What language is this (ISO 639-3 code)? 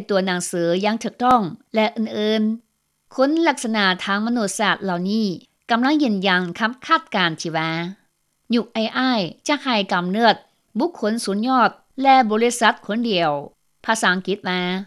lao